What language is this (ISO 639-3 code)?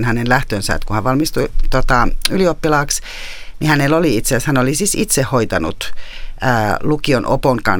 fin